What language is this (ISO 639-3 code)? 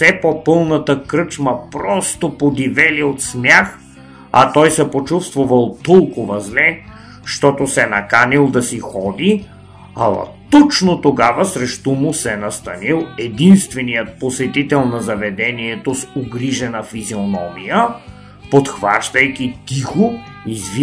bul